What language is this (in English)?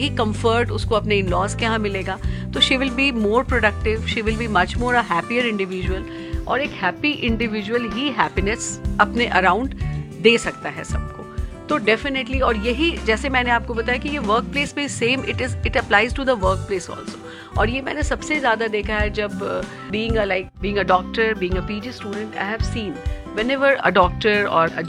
Hindi